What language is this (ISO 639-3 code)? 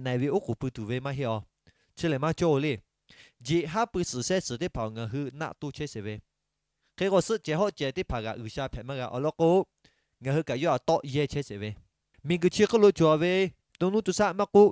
lhu